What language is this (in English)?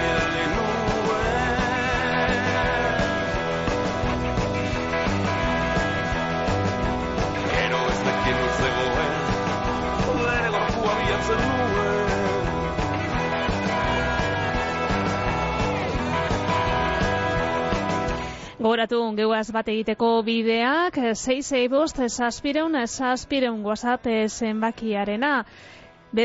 Basque